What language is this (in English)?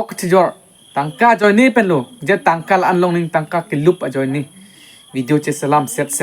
Karbi